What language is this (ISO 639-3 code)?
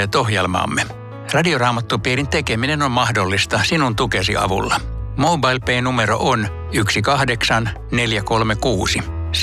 fin